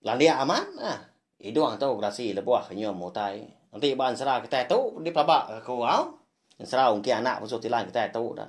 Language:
Iban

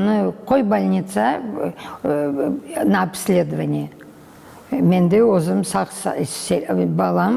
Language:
Crimean Tatar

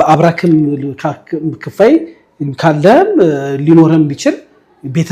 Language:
Amharic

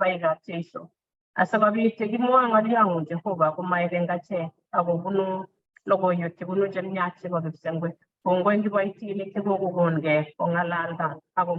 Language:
Kalenjin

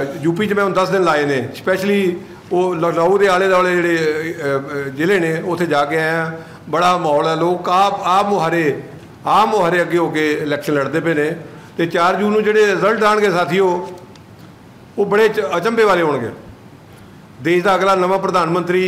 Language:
Punjabi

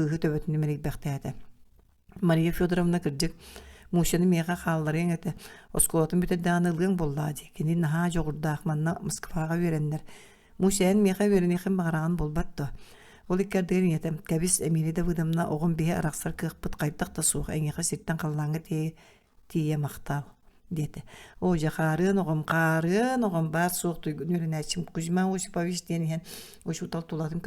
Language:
Yakut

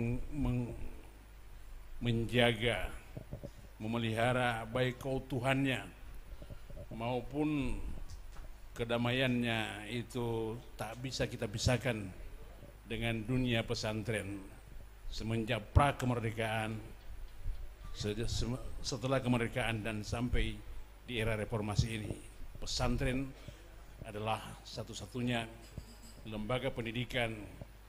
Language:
Indonesian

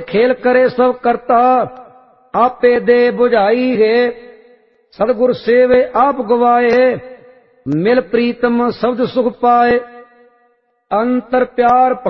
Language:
Punjabi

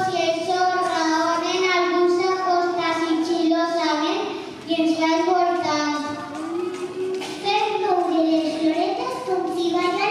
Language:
Catalan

